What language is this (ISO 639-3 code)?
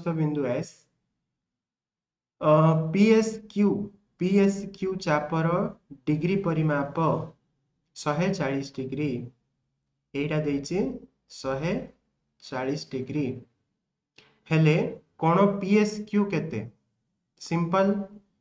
ori